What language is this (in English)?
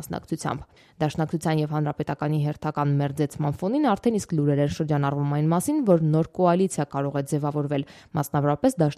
Armenian